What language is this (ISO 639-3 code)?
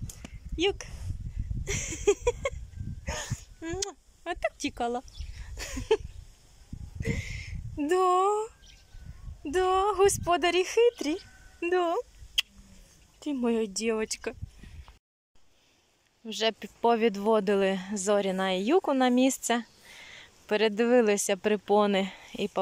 ukr